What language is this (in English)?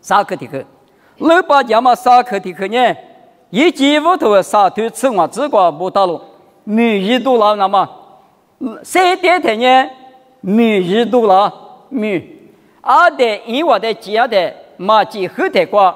Lisu